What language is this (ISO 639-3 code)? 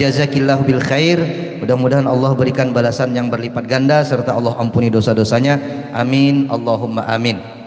bjn